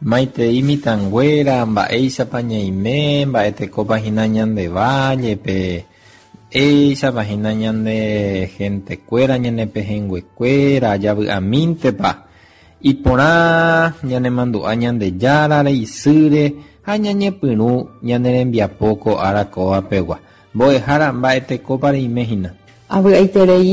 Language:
Guarani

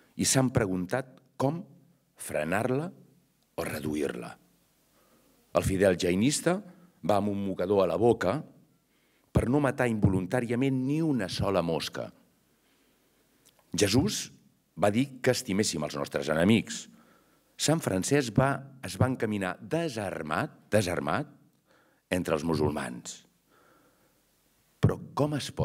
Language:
Catalan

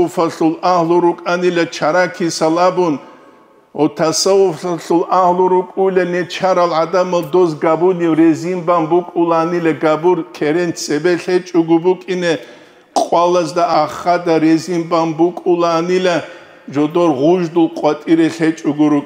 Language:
Avaric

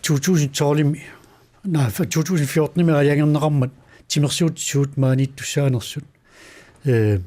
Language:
Kalaallisut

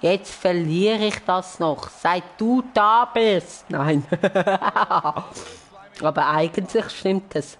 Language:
Swiss German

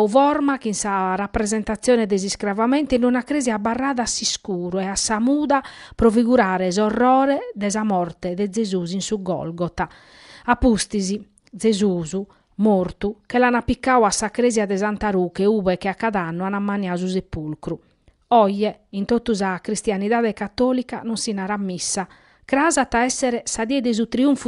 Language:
Sardinian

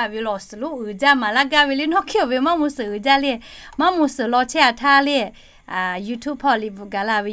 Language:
Lahu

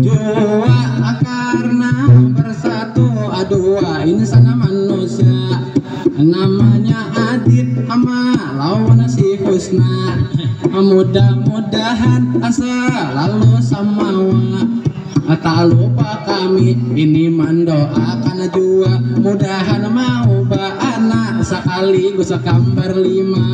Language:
Banjar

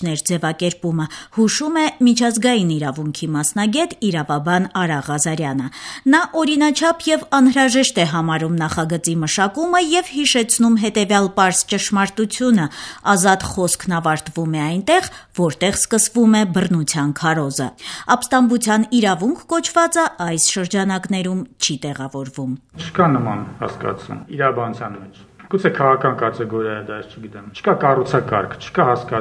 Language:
Armenian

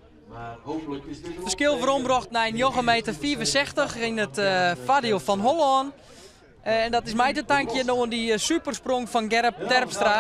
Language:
Western Frisian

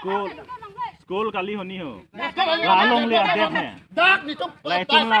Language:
Karbi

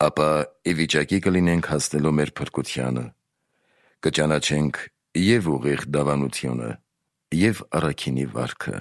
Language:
Armenian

